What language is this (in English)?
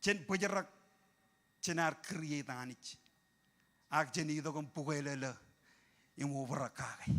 Marshallese